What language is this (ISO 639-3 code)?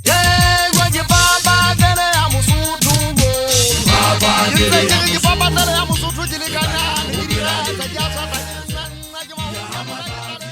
sot